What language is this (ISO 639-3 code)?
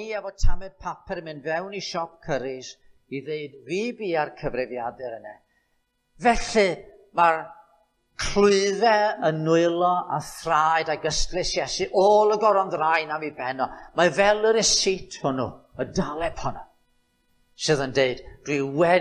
cym